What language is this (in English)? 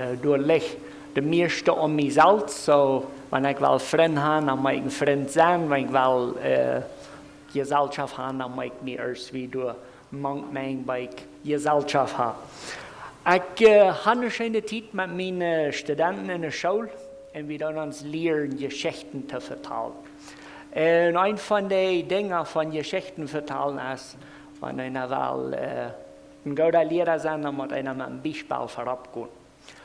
Plautdietsch